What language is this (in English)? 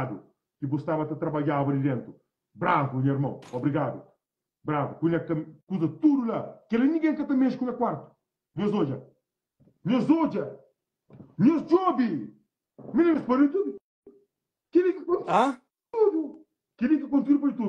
Kabuverdianu